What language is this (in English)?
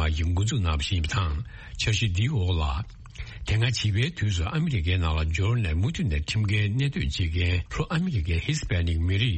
Tibetan